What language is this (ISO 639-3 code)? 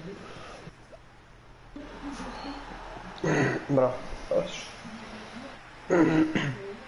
hrv